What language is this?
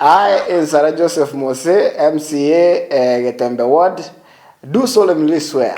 Gusii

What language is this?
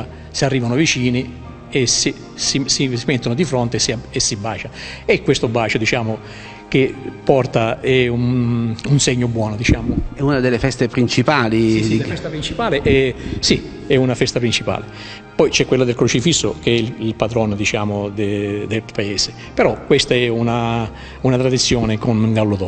Italian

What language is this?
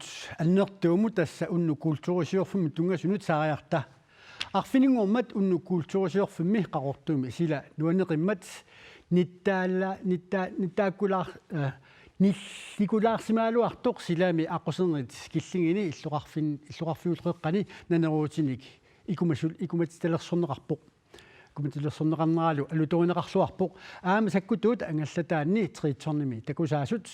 Kalaallisut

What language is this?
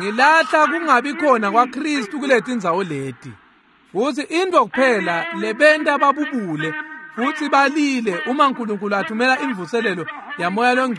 Swati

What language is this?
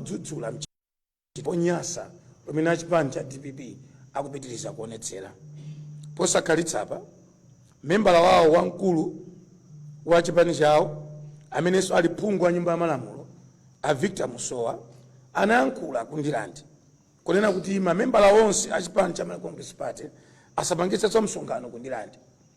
Nyanja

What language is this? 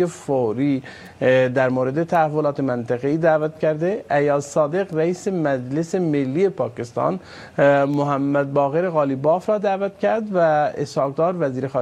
Persian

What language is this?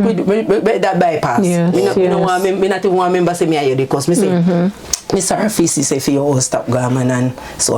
Jamaican Creole English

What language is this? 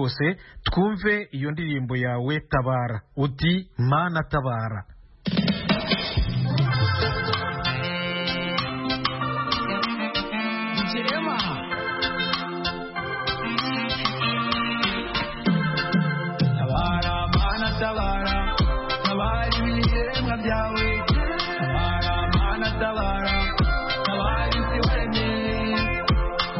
Kinyarwanda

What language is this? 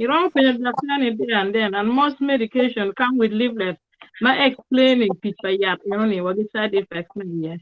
Acoli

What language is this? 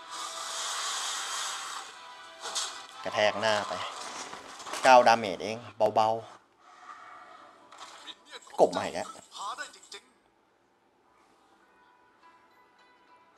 Thai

